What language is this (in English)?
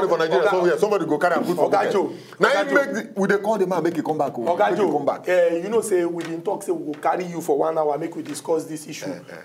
Nigerian Pidgin